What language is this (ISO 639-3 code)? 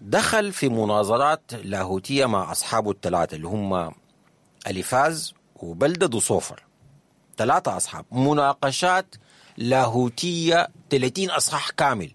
apd